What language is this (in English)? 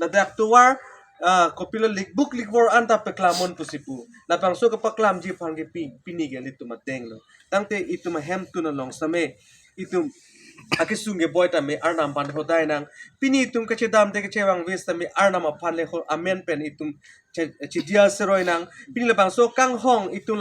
Karbi